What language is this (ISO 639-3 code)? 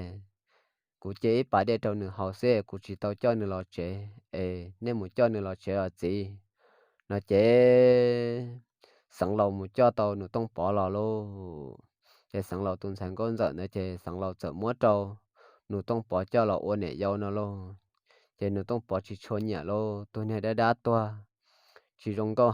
hmn